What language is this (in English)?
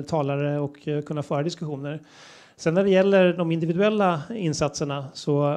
Swedish